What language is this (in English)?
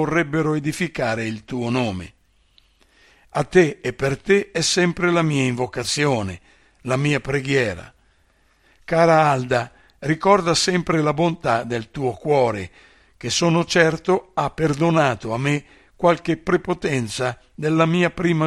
Italian